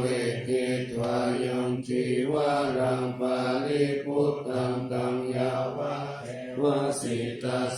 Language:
Pali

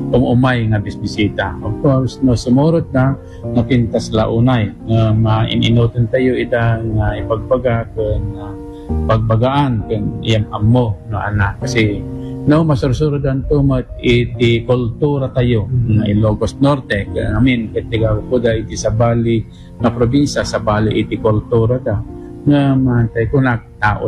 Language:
Iloko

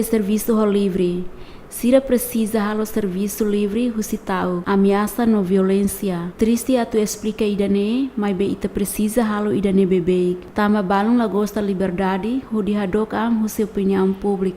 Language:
Tetum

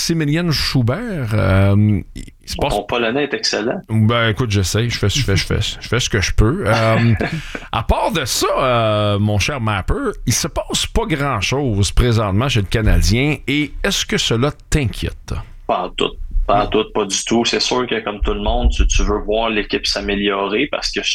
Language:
French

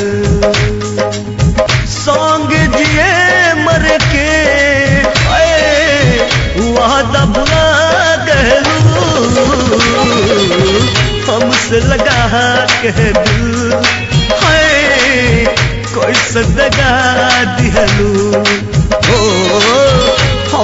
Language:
Bhojpuri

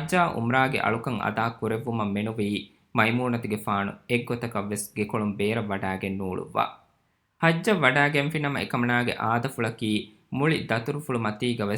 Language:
Divehi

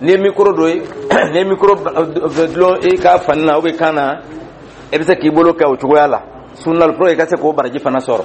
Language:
Dyula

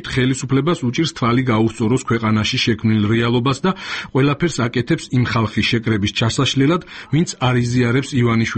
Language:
Georgian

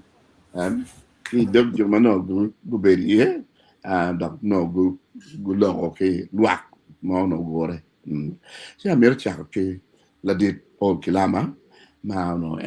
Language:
Acoli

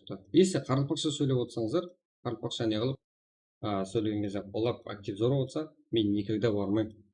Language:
Kara-Kalpak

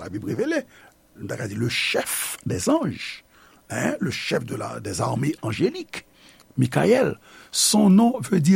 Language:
Haitian Creole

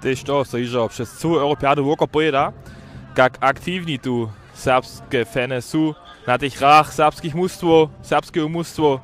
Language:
Upper Sorbian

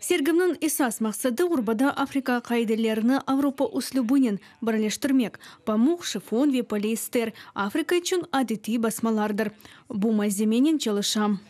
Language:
Crimean Tatar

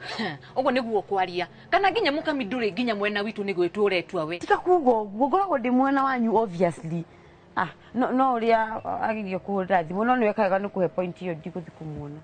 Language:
Kikuyu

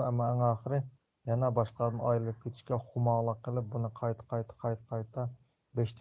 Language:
Uyghur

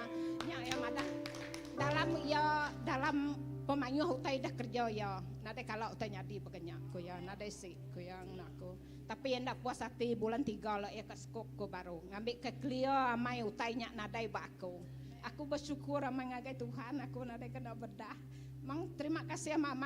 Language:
Iban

